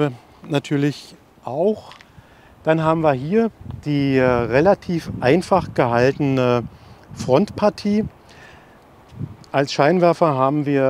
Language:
German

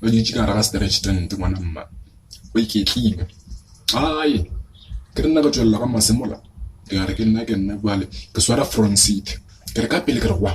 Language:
Northern Sotho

